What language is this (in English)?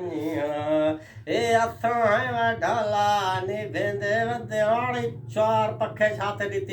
Saraiki